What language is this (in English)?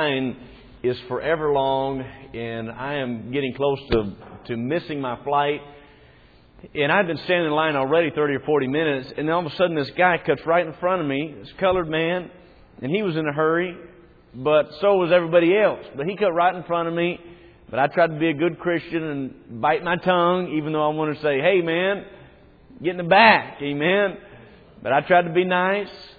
English